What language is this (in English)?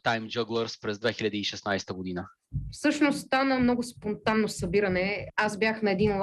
Bulgarian